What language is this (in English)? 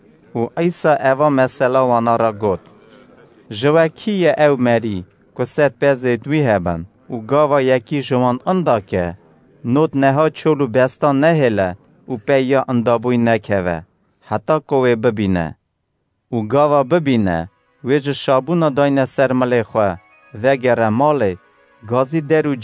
Kurdish